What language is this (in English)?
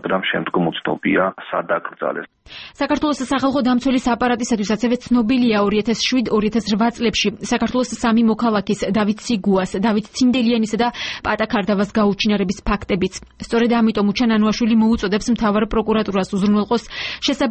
Georgian